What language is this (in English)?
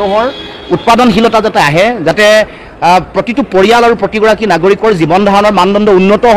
Assamese